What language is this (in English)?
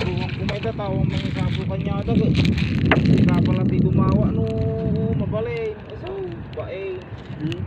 Iloko